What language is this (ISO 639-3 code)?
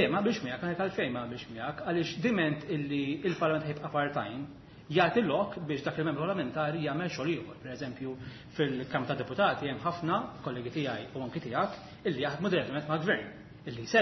mlt